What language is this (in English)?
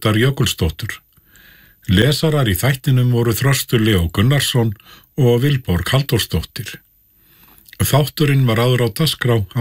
Icelandic